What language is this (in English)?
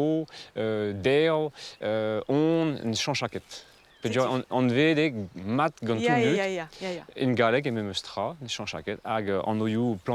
Breton